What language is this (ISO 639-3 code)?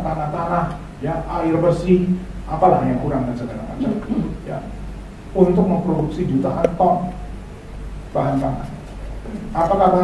ind